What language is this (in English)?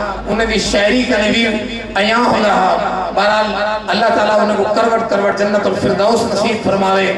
Saraiki